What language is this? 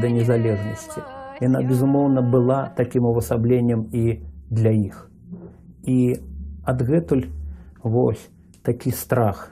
Belarusian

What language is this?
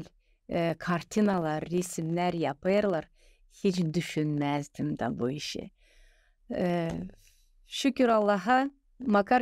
Gagauz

